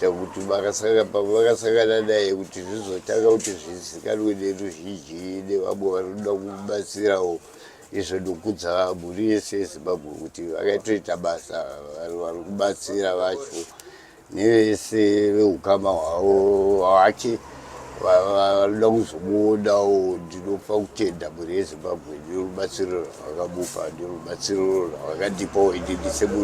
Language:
Shona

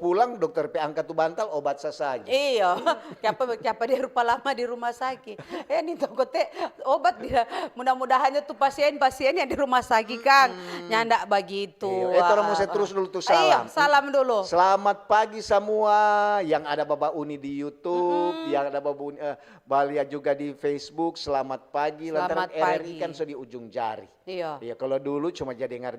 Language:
Manado Malay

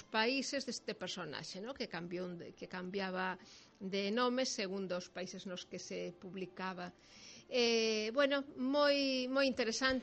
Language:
Galician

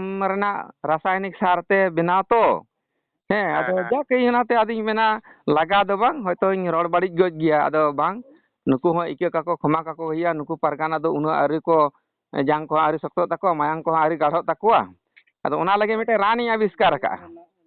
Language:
Santali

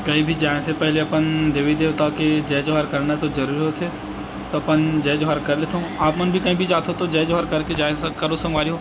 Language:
Chhattisgarhi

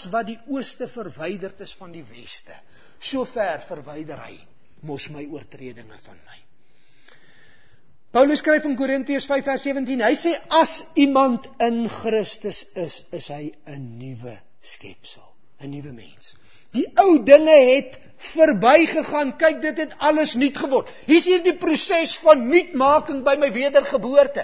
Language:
Afrikaans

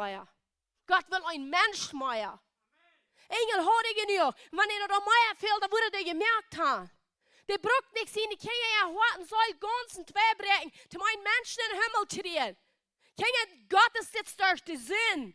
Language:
Plautdietsch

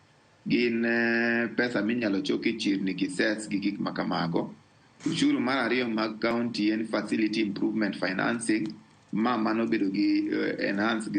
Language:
Luo (Kenya and Tanzania)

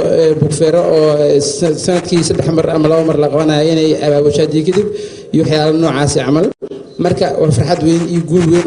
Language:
Somali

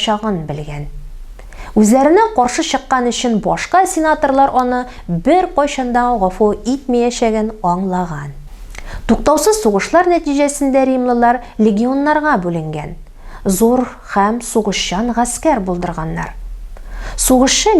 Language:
Tatar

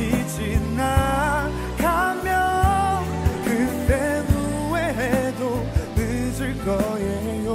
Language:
Korean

